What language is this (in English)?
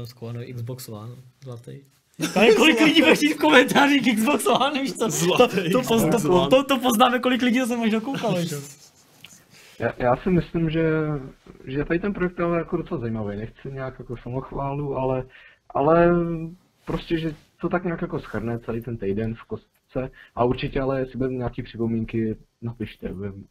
Czech